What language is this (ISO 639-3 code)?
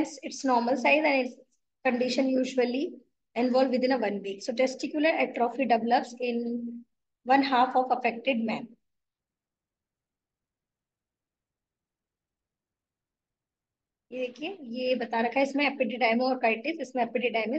hin